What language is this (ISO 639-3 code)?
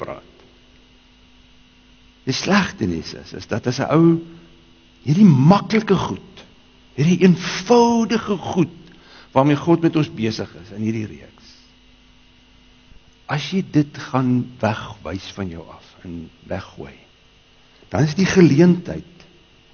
afr